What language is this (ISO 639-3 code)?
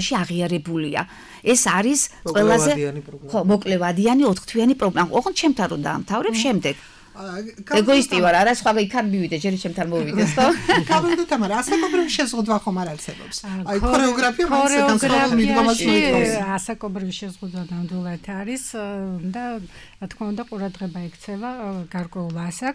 kat